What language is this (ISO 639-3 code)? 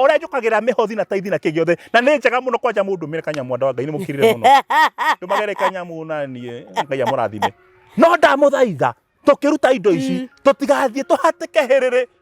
kik